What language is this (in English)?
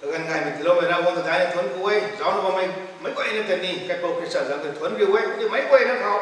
Rongmei Naga